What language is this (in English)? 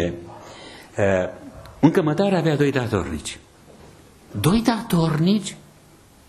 Romanian